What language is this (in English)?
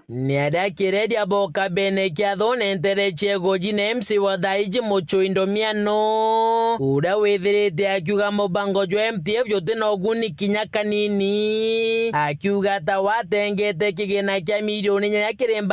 Meru